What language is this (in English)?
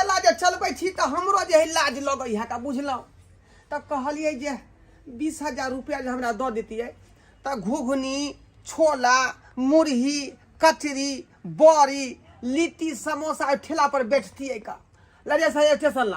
Maithili